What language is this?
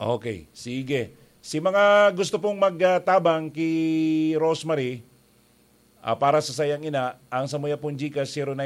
Bikol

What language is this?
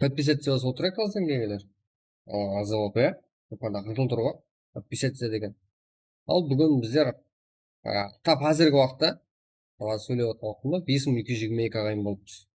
Kara-Kalpak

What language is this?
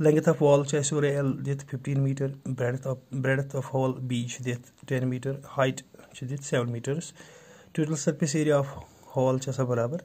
Kashmiri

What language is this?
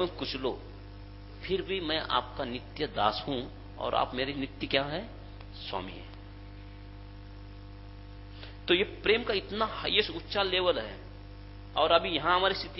Hindi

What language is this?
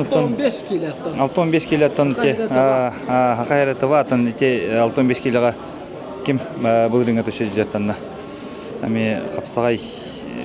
Yakut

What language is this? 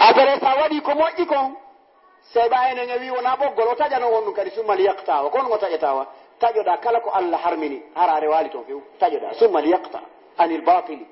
Fula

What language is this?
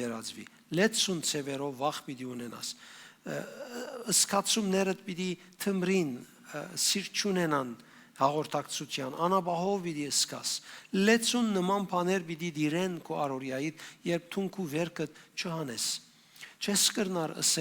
Western Armenian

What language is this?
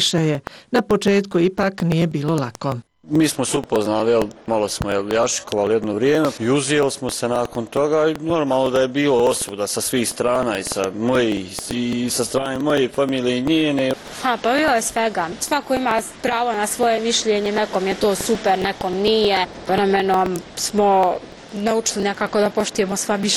Bosnian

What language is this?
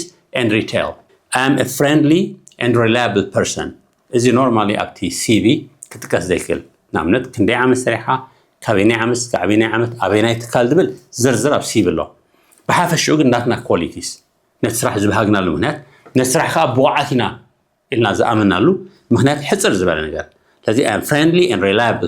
Tigrinya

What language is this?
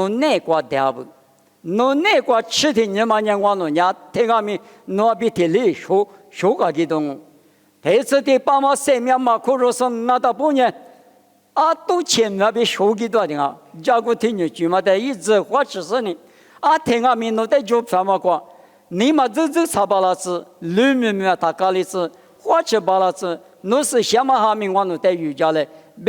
Lisu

